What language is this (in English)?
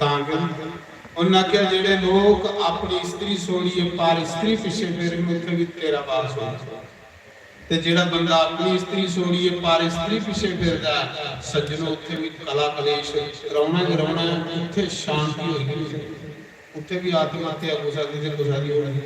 Dogri